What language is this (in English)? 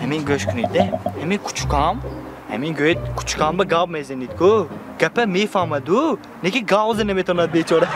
Tajik